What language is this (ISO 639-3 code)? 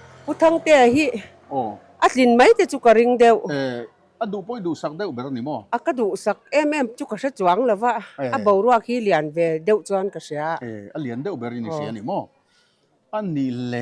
lus